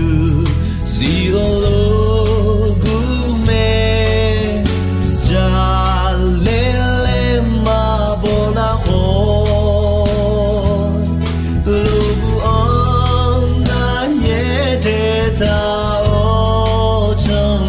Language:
Akha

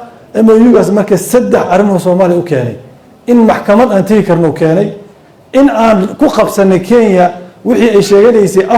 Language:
Somali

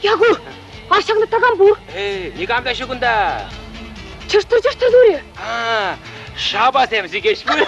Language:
Chuvash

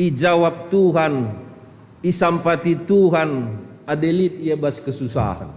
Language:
Batak Karo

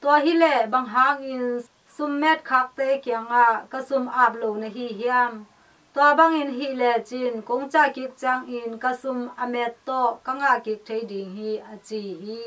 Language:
Tedim Chin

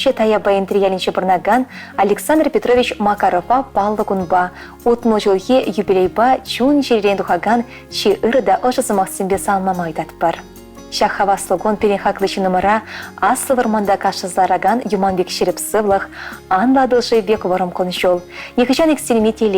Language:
Chuvash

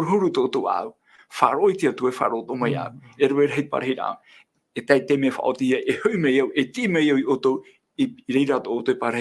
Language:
Tahitian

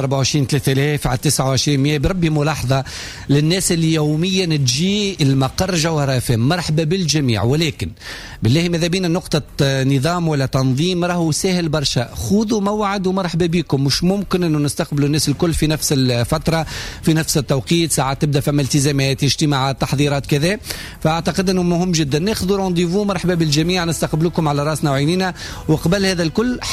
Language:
Tunisian Arabic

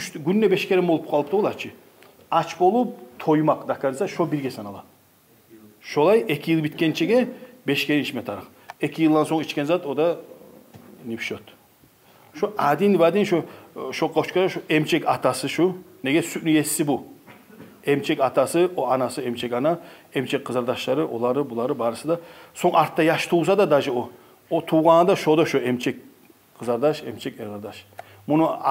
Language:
Kumyk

